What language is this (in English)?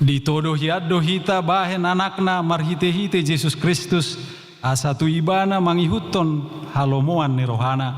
Batak Toba